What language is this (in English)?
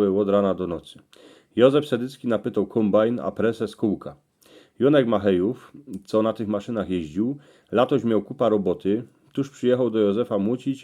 Silesian